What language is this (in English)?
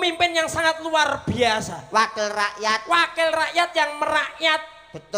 Javanese